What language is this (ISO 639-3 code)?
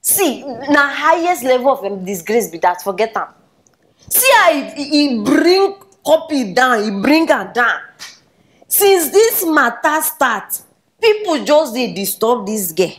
pcm